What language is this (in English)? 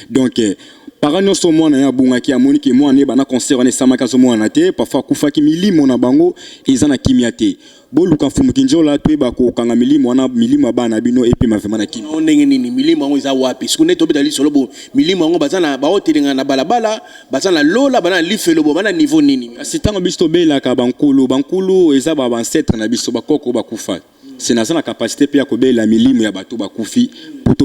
Lingala